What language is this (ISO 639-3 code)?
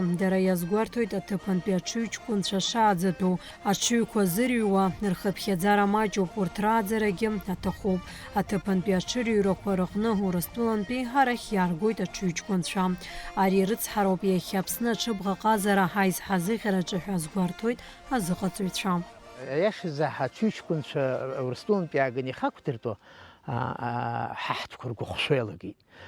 abk